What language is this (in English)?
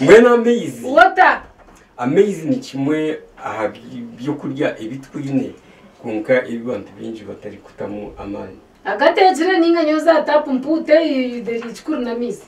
Nyankole